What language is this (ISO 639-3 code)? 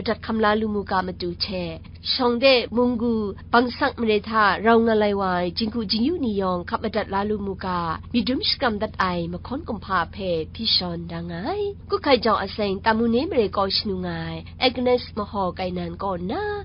kac